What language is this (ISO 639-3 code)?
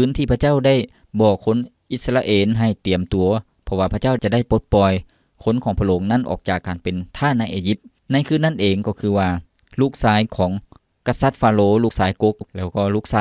lao